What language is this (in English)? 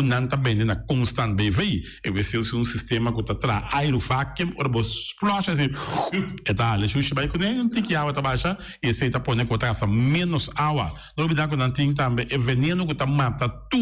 Papiamento